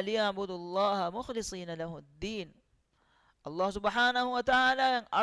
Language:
Divehi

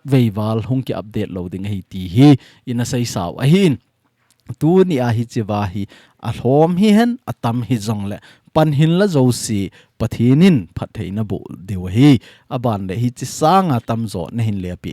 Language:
Thado Chin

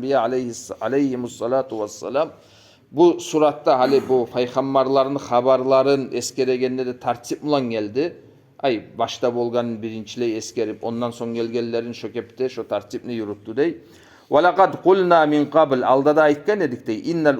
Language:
Kumyk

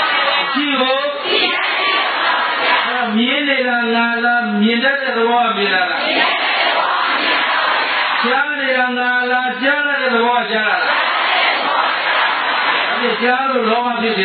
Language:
Burmese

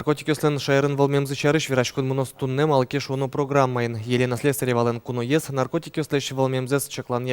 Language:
Udmurt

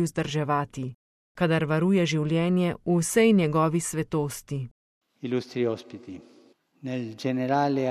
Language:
Slovenian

